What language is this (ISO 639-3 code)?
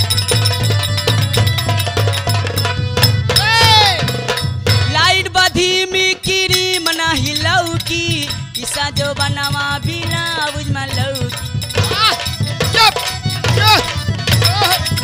bho